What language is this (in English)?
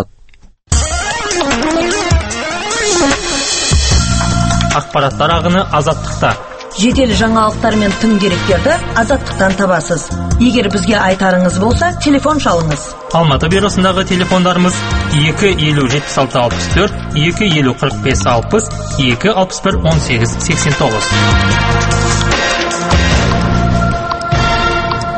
Kazakh